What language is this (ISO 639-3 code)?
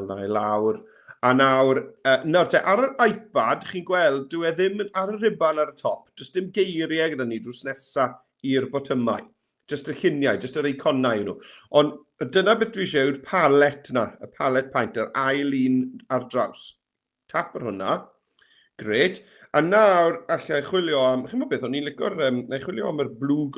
cym